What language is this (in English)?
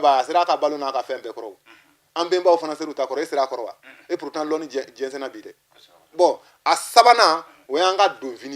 Bambara